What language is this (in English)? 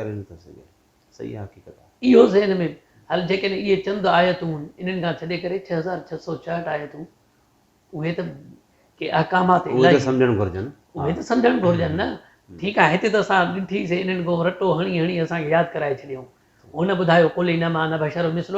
Sindhi